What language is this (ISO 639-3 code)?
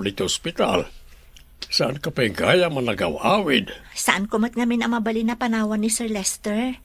ilo